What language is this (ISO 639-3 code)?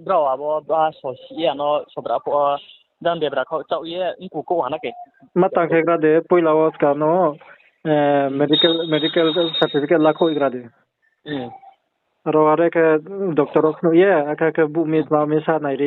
ria